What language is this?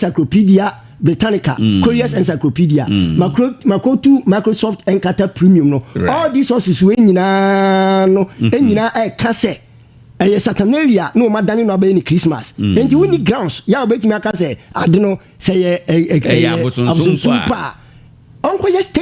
Akan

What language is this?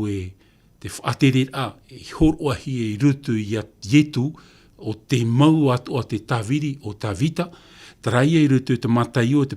Tahitian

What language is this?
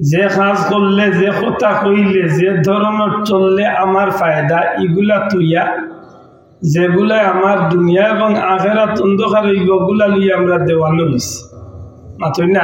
Sylheti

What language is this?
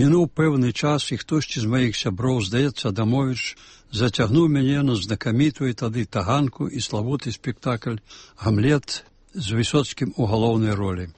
Belarusian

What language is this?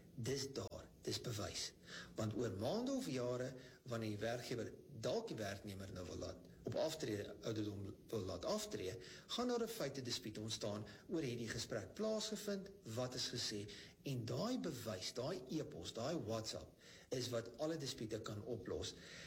Afrikaans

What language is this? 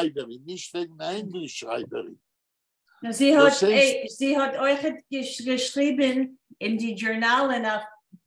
Yiddish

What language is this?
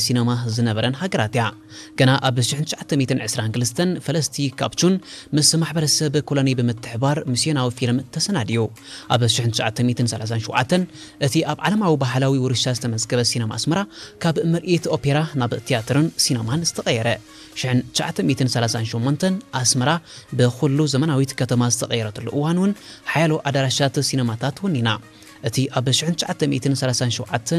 Tigrinya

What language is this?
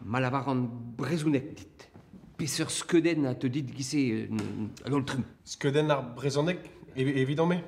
Breton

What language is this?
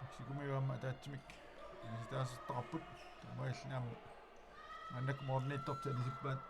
Kalaallisut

